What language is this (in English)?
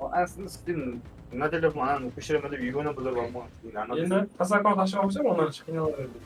Kara-Kalpak